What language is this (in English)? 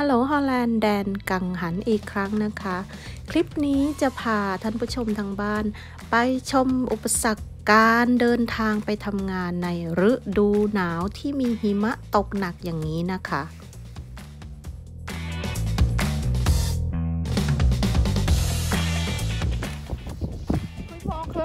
Thai